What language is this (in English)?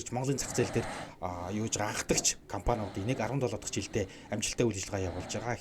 Mongolian